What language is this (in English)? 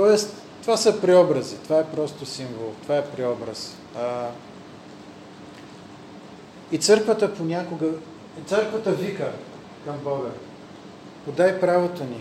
Bulgarian